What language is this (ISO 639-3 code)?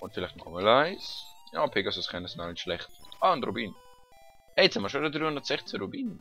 gsw